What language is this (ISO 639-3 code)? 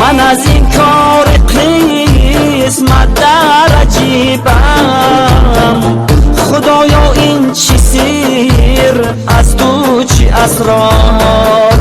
tgk